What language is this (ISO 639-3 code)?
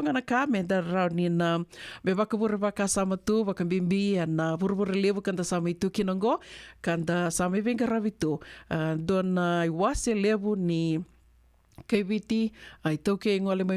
fij